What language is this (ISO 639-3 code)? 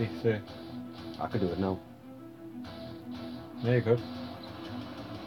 eng